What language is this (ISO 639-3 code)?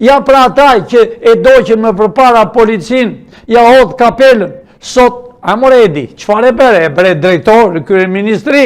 sqi